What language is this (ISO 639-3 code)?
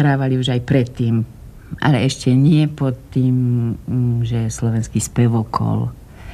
slk